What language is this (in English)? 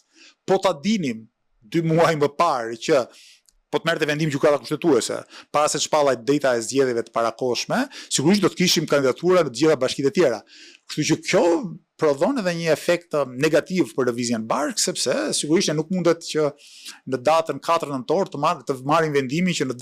Albanian